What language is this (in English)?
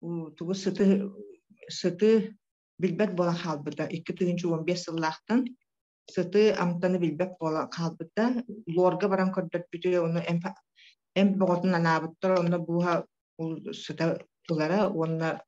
Yakut